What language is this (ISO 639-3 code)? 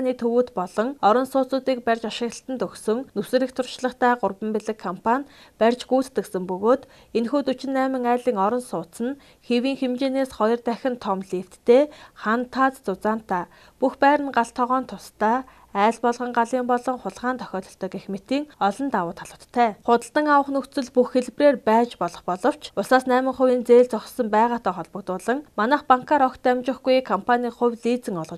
mon